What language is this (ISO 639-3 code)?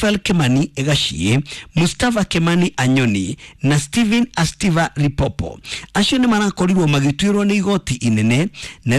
kik